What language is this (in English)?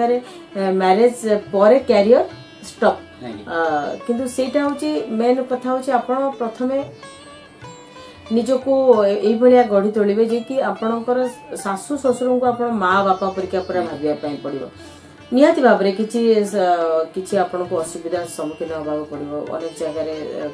Odia